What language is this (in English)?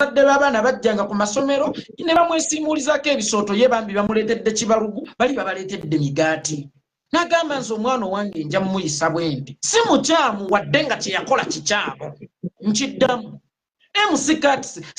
Ganda